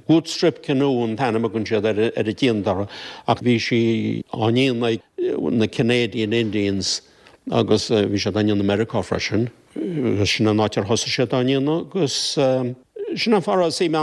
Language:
Irish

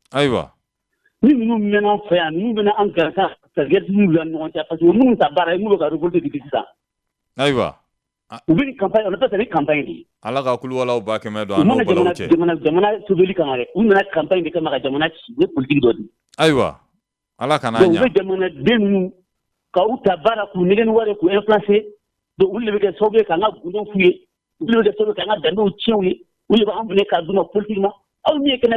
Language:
Bambara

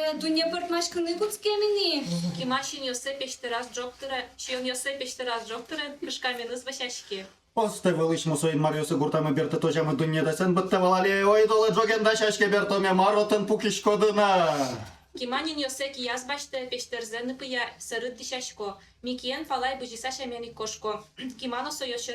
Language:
Udmurt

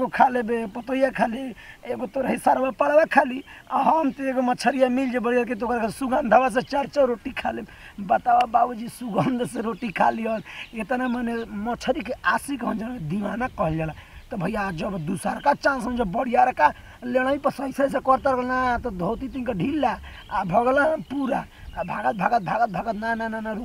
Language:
Bhojpuri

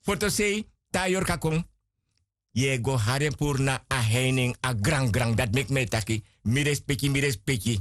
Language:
Sranan Tongo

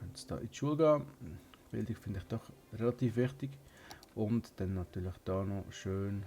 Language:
Swiss German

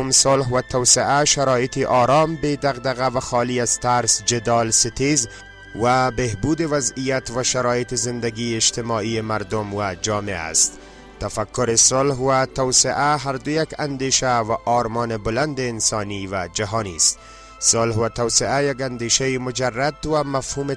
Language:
Persian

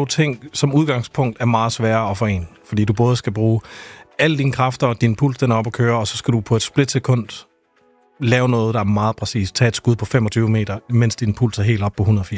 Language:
Danish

